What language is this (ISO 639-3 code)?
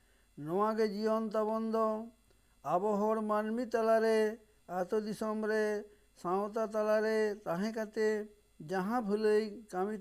sat